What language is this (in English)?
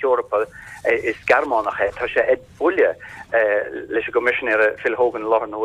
Irish